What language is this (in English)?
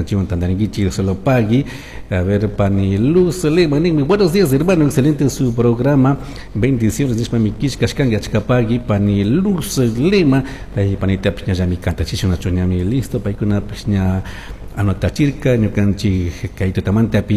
Chimborazo Highland Quichua